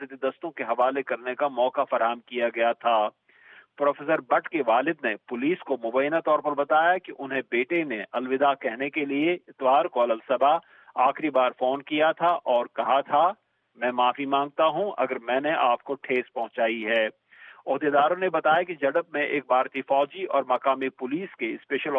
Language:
Urdu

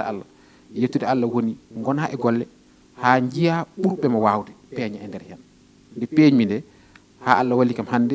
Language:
Fula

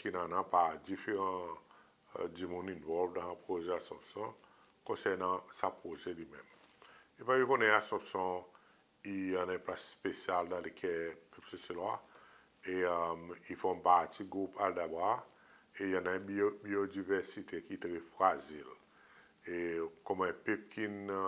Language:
Seselwa Creole French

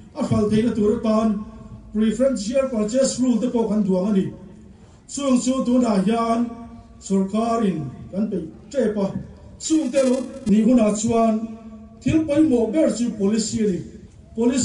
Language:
Mizo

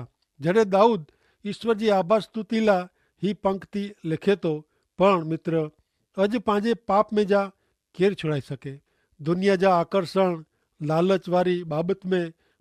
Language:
Kachhi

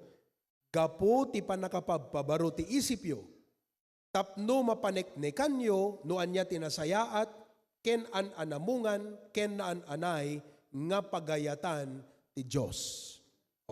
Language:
Iloko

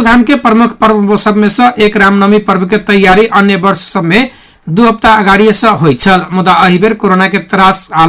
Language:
Maithili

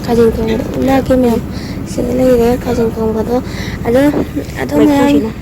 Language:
Manipuri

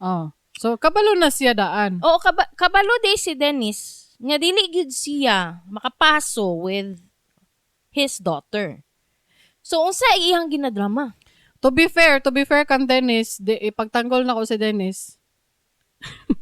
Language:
Cebuano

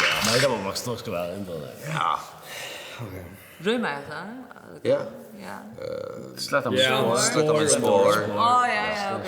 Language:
Faroese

